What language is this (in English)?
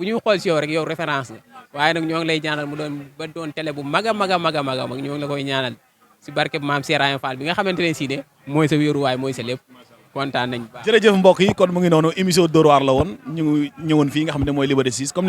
Wolof